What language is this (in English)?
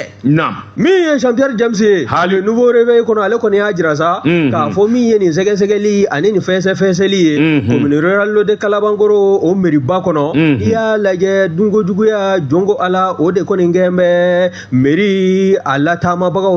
Bambara